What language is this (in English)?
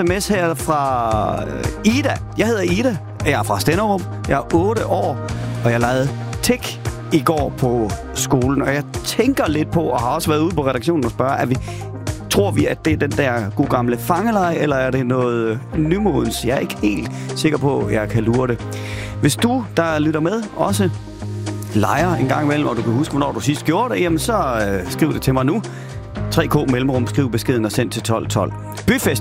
Danish